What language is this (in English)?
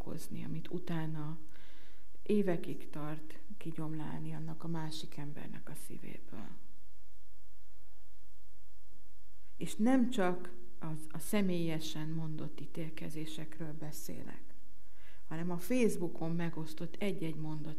Hungarian